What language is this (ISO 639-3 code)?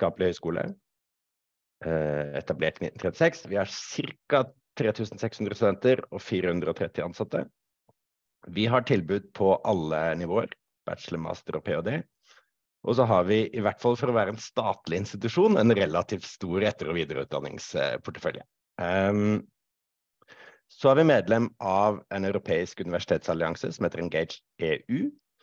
nor